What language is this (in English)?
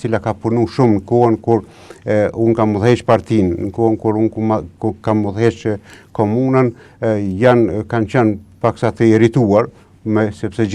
Albanian